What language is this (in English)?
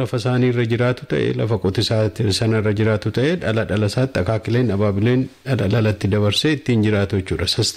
Oromo